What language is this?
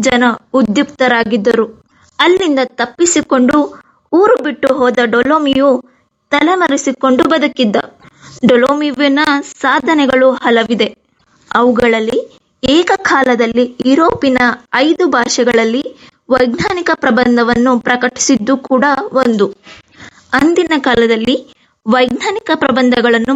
Kannada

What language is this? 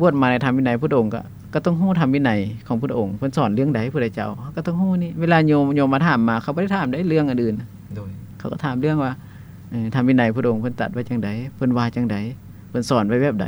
Lao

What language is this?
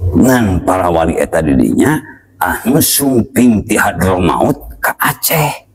Sundanese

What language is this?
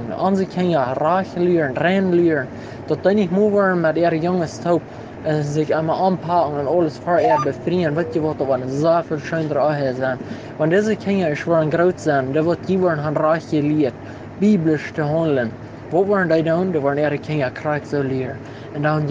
Plautdietsch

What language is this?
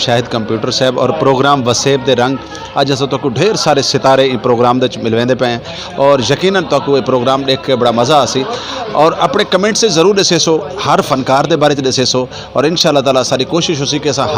Saraiki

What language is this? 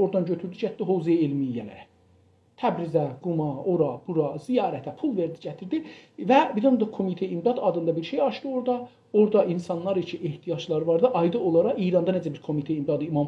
South Azerbaijani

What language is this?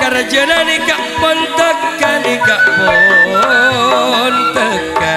Madurese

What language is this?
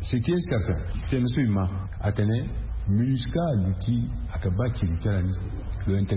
Sango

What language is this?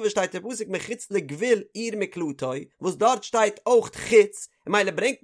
Yiddish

